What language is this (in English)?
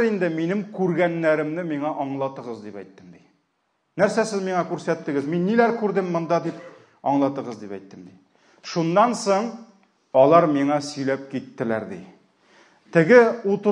Tatar